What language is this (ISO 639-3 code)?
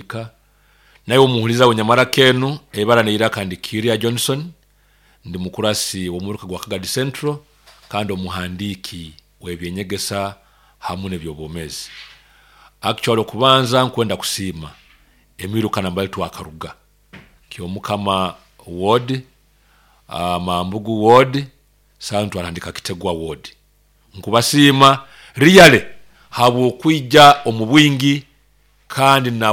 nyo